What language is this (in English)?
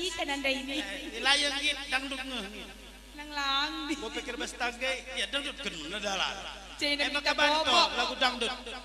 Batak Karo